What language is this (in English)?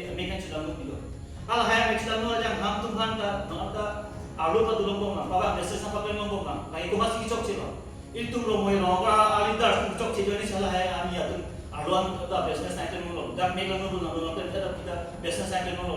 Karbi